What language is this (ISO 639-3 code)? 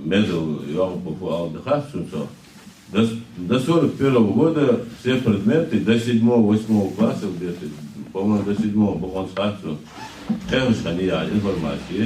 inh